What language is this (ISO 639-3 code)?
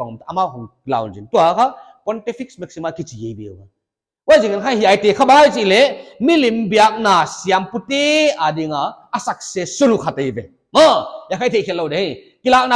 pck